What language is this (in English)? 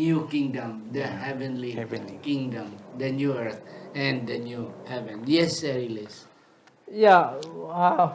Hiligaynon